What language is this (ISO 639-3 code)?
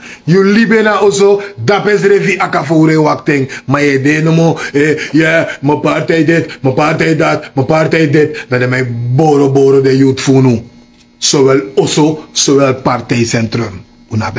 srn